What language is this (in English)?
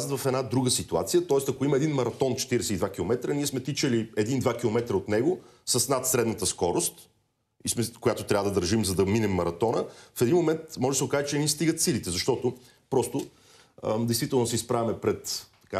Bulgarian